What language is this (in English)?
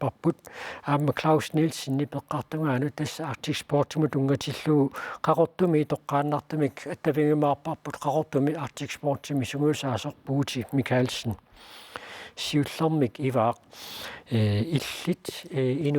Kalaallisut